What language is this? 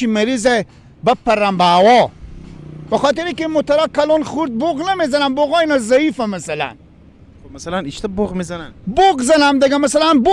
Persian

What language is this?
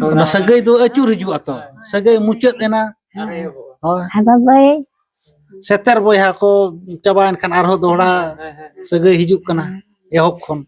Santali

